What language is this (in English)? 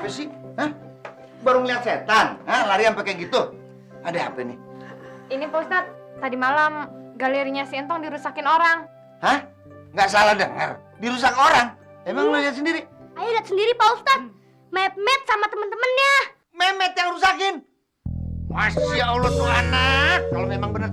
Betawi